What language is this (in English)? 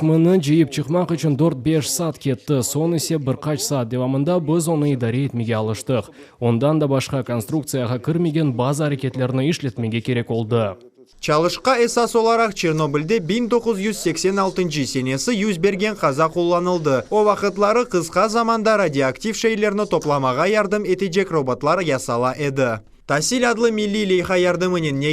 Crimean Tatar